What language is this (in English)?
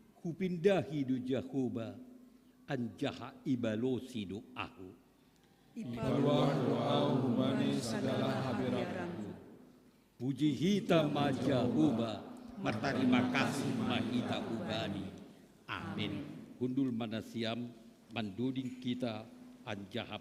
Batak Simalungun